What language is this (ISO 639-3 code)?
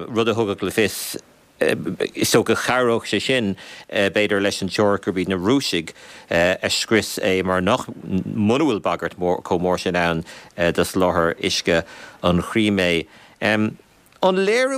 gle